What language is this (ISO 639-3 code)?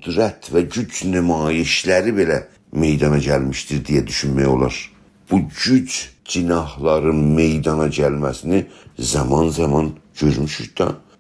azb